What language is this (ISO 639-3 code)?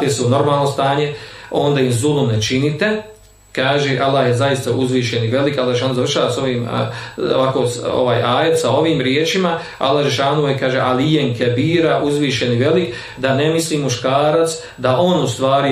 bos